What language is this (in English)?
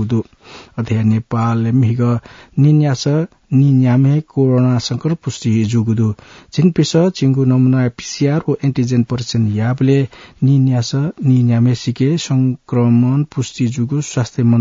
Newari